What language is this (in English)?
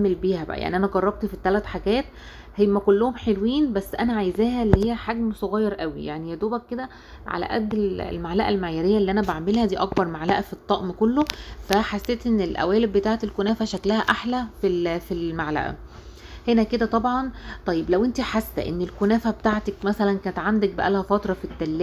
Egyptian Arabic